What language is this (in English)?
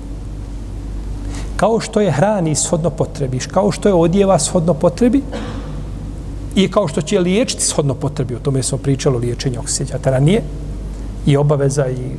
Bosnian